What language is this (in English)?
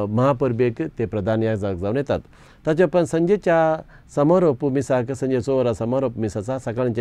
Konkani